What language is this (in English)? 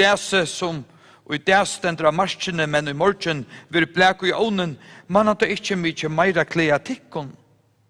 Faroese